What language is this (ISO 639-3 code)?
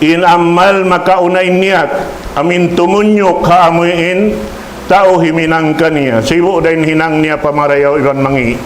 tsg